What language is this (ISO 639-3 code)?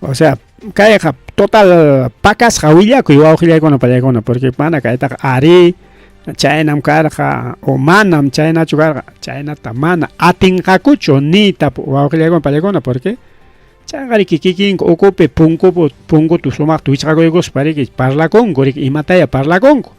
quy